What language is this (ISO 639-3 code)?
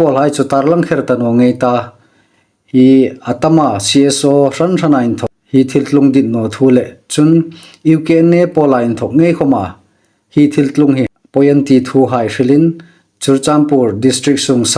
hmr